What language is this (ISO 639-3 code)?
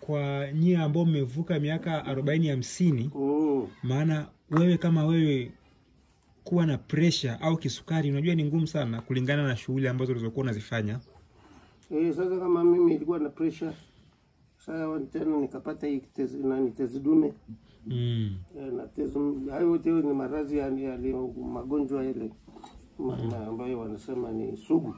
swa